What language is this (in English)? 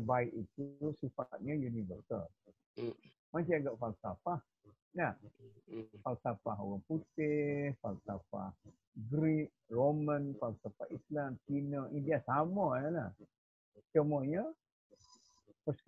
Malay